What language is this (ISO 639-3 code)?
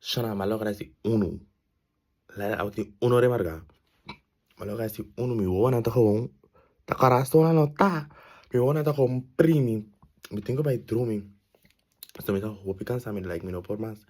pap